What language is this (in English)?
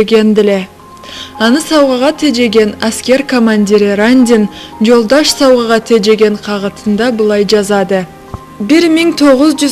Karachay-Balkar